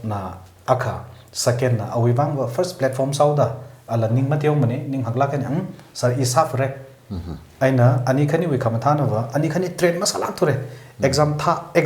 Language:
Tangkhul Naga (India)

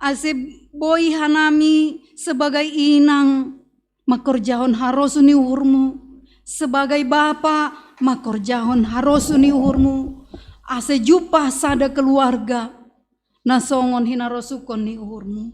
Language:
Batak Simalungun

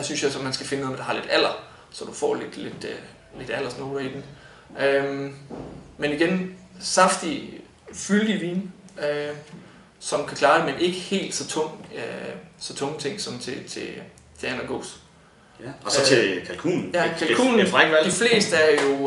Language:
Danish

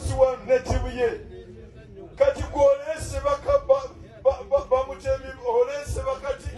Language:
Ganda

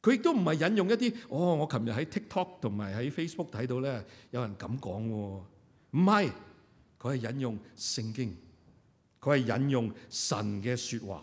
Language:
Cantonese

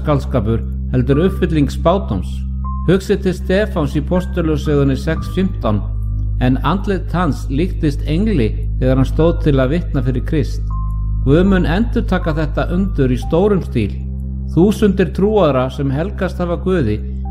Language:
Icelandic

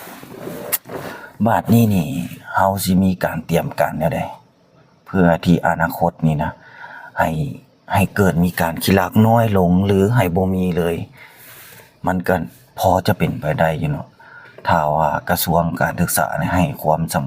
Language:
Lao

